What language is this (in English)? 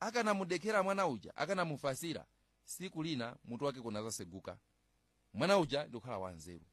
Nyanja